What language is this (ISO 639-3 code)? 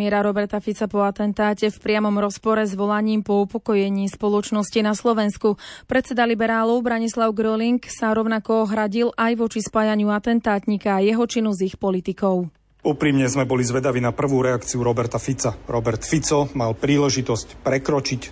slk